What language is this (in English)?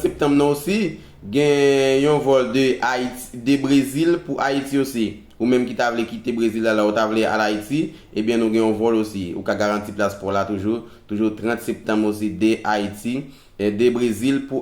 Haitian Creole